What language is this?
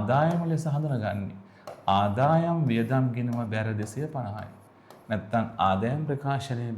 Sinhala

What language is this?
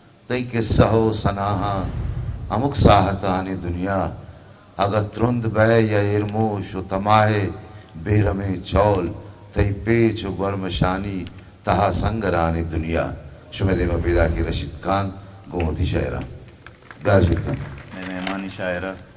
Eastern Balochi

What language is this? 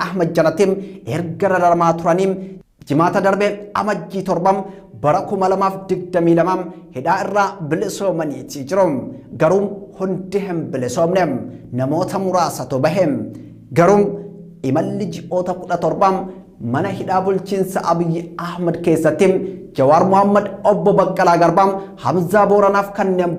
Oromo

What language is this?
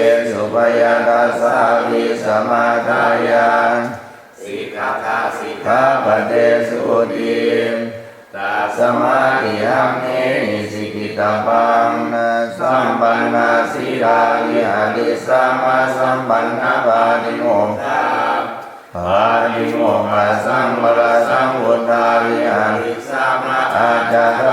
Pali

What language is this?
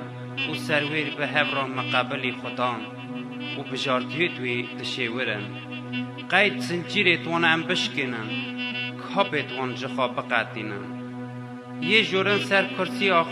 Kurdish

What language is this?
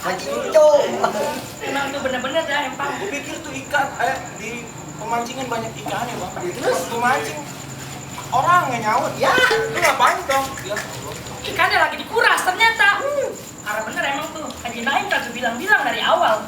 Betawi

